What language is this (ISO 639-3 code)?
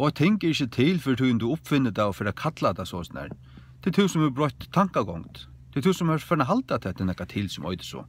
fao